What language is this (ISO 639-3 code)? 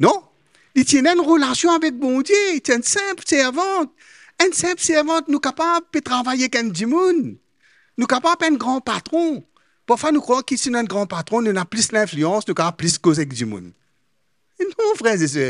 mfe